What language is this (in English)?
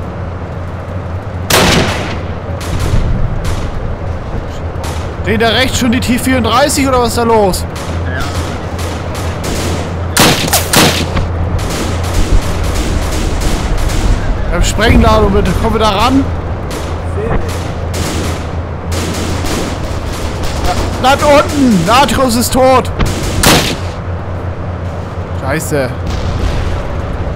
German